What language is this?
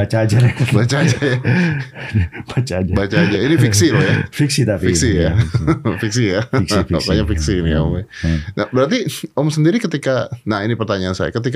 Indonesian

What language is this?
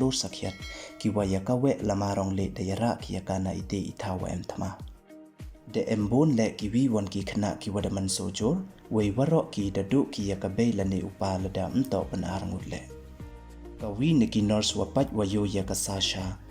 Pnar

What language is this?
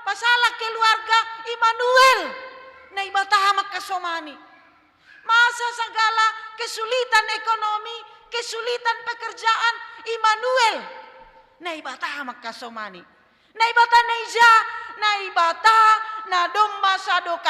Batak Simalungun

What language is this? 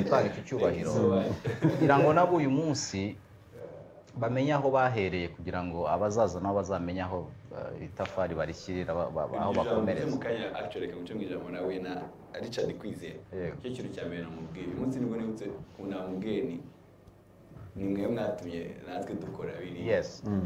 Kinyarwanda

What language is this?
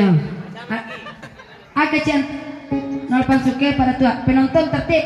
Minangkabau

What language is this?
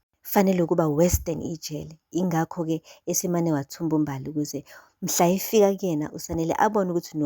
Zulu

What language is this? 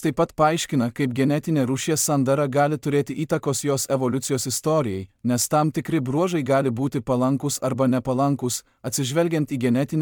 Lithuanian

